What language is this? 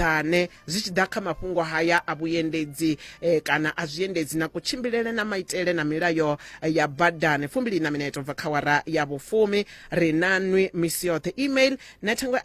Venda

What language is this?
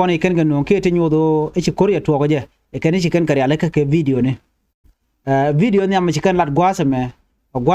Nuer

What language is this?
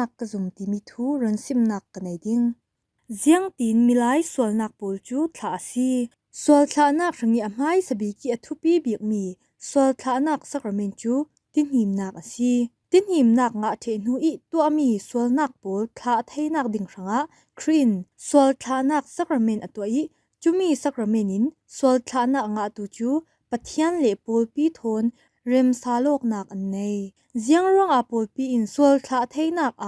Falam Chin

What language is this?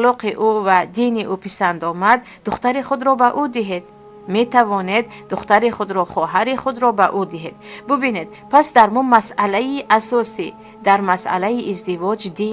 Tajik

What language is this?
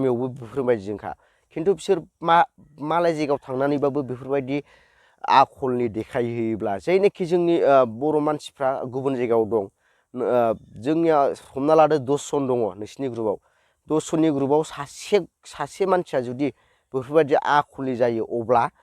Bodo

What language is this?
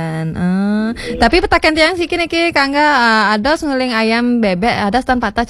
Balinese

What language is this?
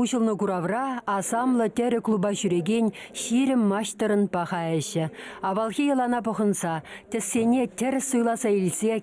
Chuvash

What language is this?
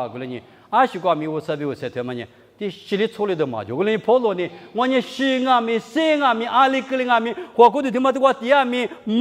Lisu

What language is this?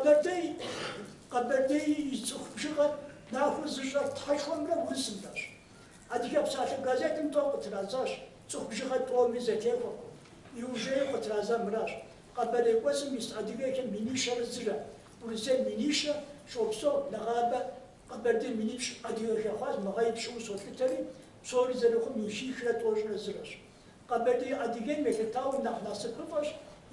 Kabardian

